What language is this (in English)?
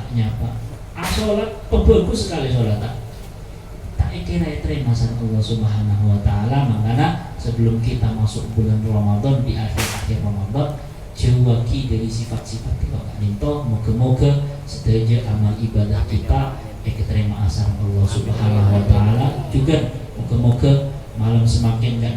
Madurese